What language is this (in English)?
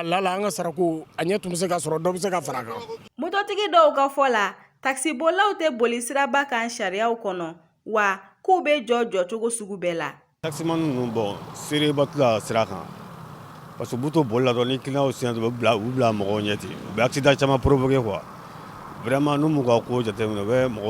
Bambara